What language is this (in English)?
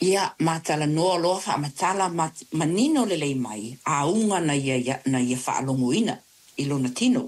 Samoan